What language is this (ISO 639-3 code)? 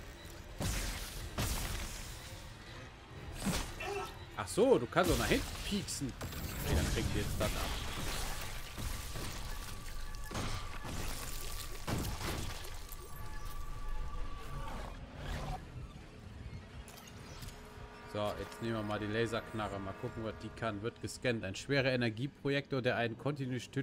deu